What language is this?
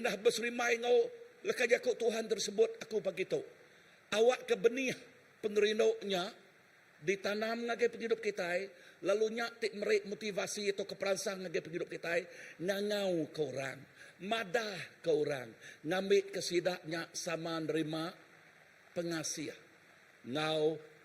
Iban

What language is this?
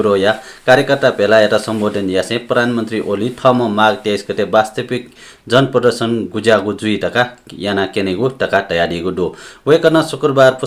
Newari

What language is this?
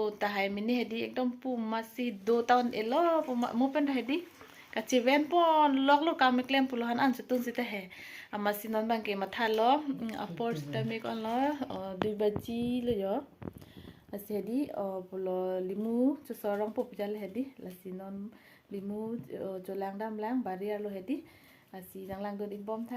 Karbi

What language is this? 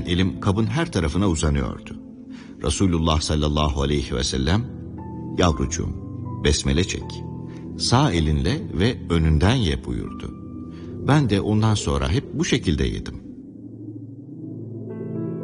Turkish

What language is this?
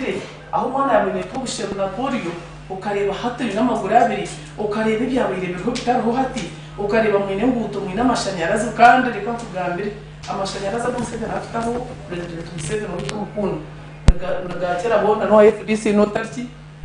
Nyankole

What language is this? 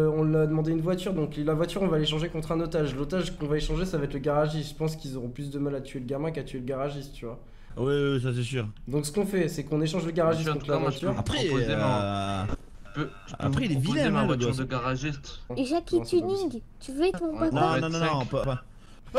French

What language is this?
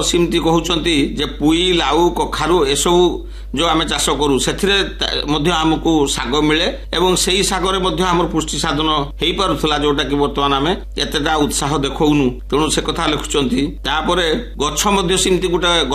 Odia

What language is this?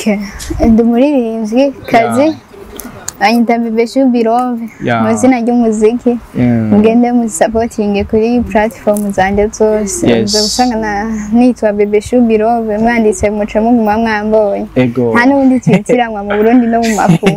Rundi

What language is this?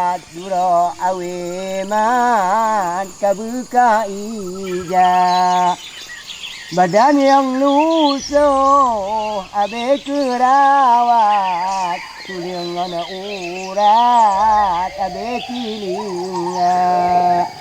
Achinese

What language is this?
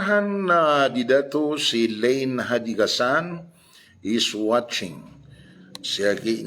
Maranao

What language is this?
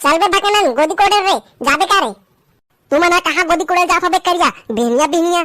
Chhattisgarhi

